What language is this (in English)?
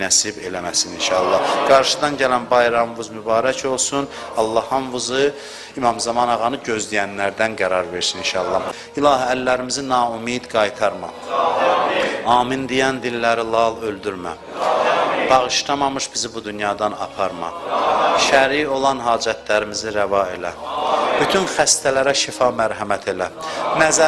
Azerbaijani